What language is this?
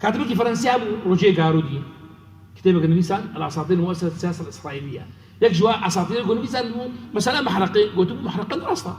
Kurdish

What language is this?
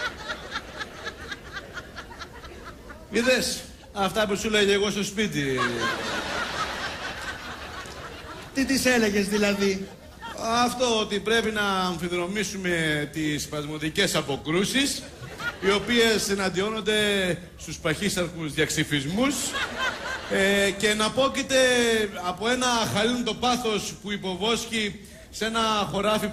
Greek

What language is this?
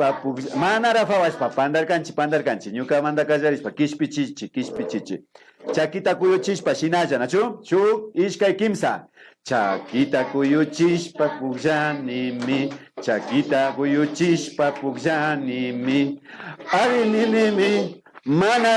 Imbabura Highland Quichua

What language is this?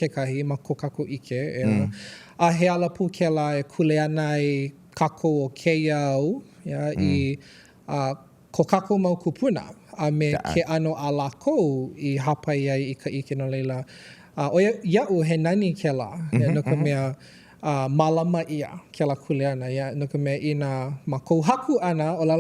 Hawaiian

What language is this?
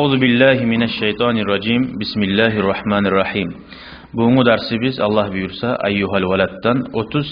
Kumyk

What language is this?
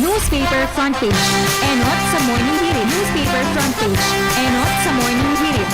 Bikol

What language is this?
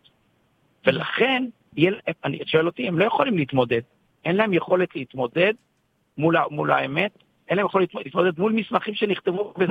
Hebrew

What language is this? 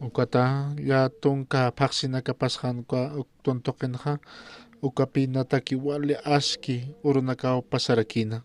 Aymara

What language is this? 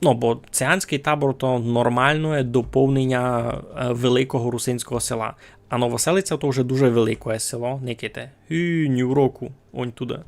Rusyn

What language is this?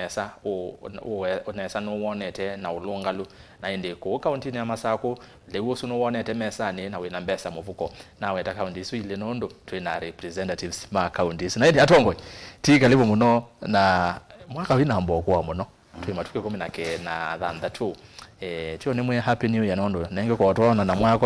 Kamba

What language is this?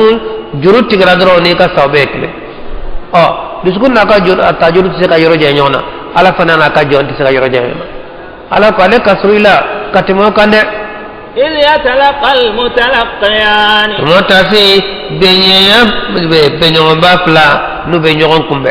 Bambara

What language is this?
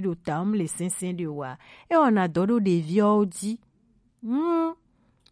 Gen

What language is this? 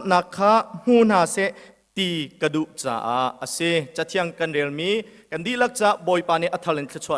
Hakha Chin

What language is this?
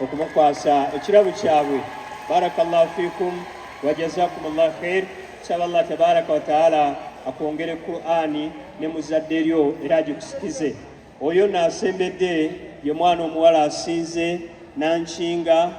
Ganda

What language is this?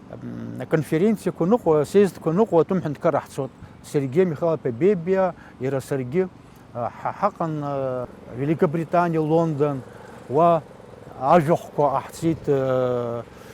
Abkhazian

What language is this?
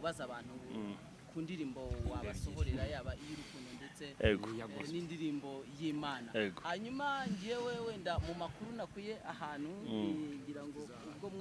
Kinyarwanda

